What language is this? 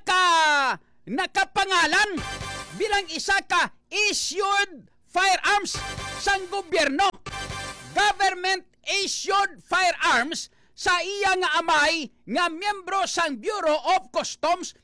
Hiligaynon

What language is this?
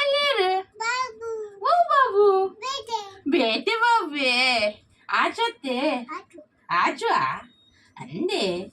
Tulu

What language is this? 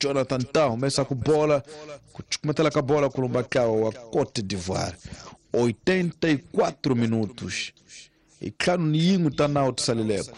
Tsonga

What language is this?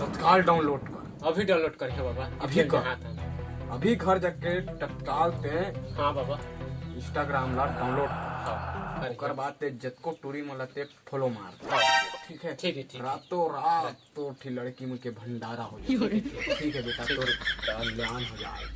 Chhattisgarhi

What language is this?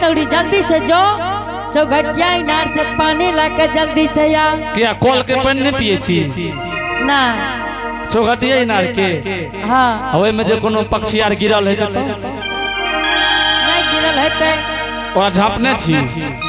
Angika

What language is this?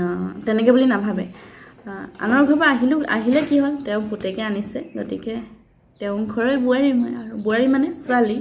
Assamese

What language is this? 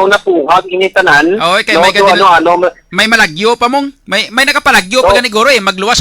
Hiligaynon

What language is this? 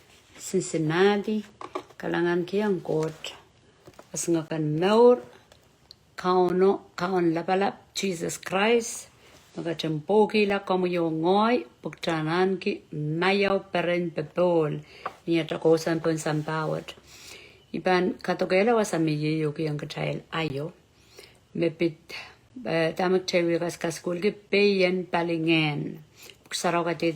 Pohnpeian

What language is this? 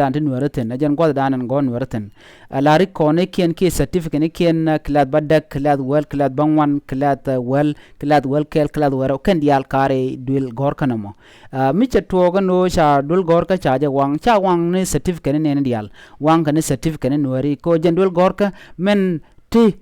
Nuer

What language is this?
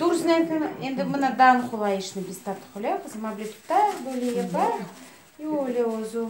Crimean Tatar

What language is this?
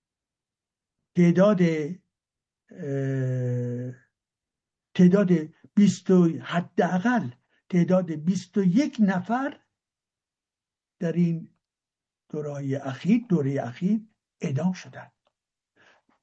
Persian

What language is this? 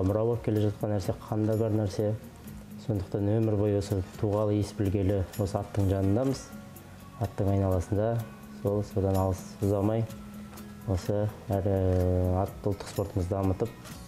Kazakh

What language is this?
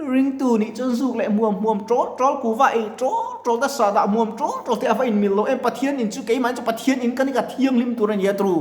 Mizo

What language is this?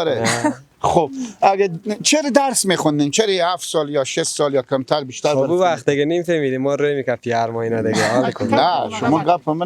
Persian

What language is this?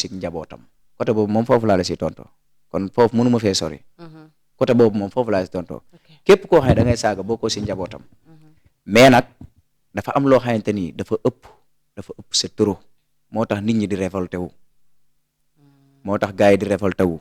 Wolof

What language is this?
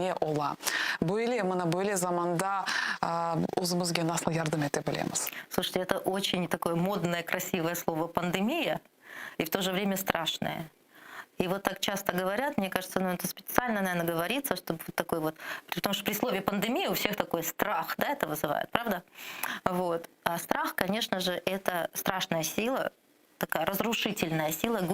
Crimean Tatar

